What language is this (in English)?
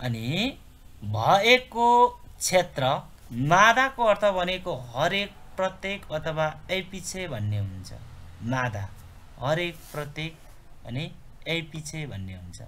Nepali